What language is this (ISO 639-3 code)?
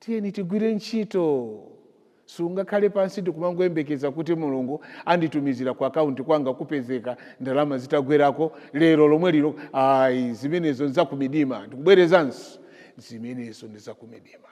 nya